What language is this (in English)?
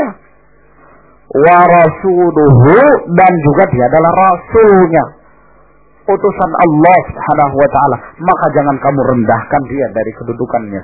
Indonesian